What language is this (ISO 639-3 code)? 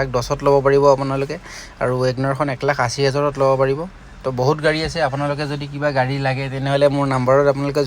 asm